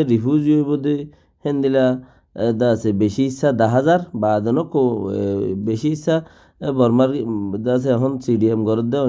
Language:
Rohingya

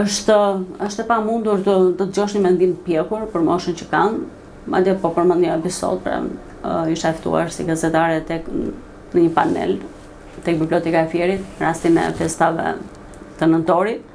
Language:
Albanian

